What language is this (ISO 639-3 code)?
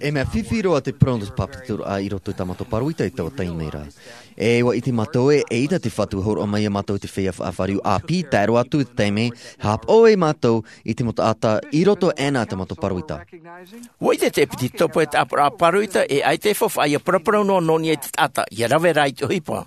tah